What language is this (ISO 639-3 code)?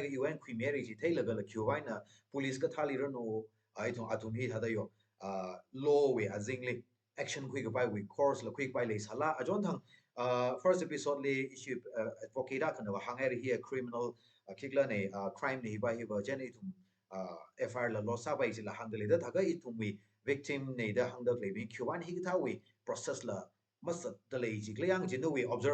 nmf